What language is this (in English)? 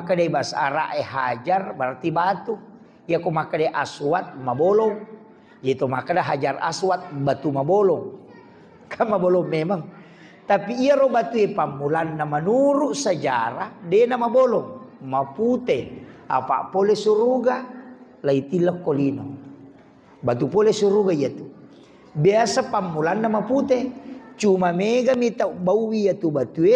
Buginese